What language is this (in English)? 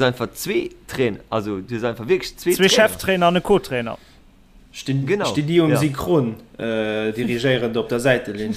Luxembourgish